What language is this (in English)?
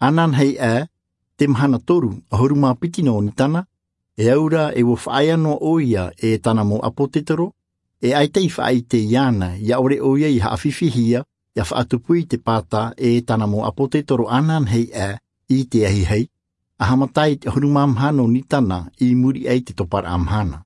Tahitian